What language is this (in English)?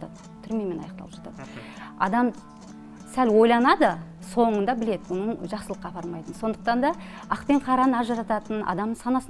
Kazakh